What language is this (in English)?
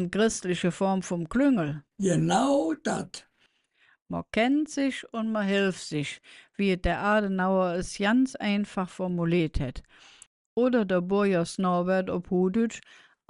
Colognian